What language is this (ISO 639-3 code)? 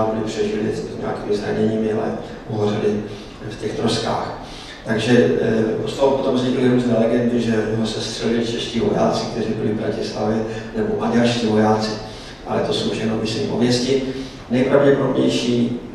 ces